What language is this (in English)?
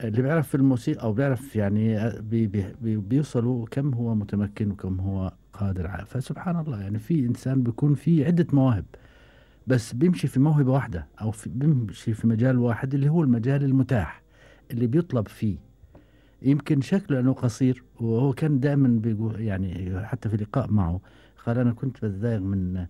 Gulf Arabic